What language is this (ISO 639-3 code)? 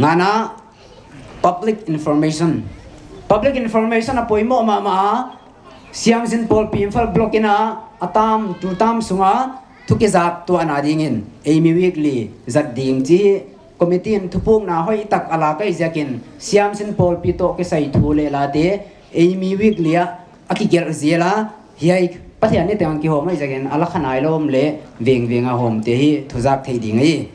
pck